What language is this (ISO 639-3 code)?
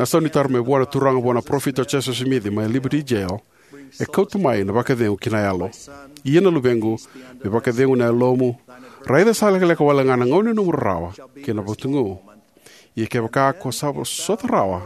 fij